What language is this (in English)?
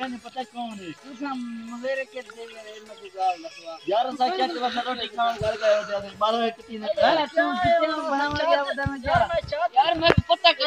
Saraiki